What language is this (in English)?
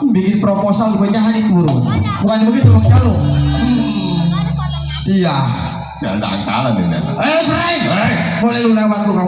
Betawi